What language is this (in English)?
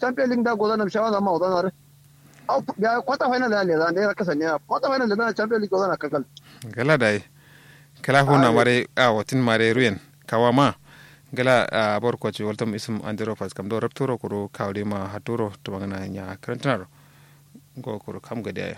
Kanuri